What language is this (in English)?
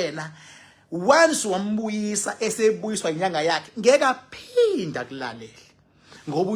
Zulu